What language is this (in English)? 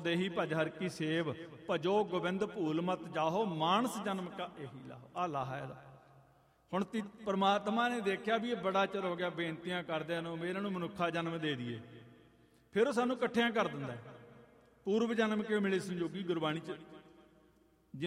Punjabi